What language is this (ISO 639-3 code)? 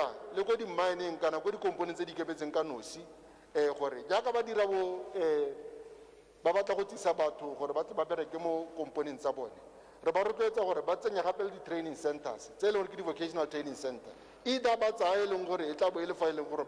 tsn